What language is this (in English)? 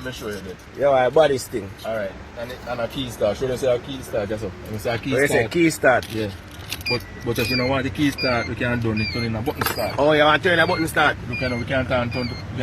Jamaican Creole English